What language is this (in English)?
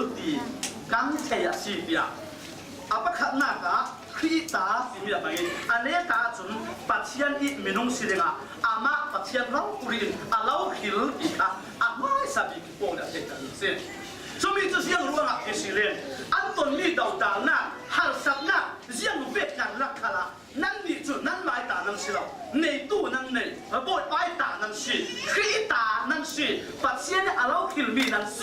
Falam Chin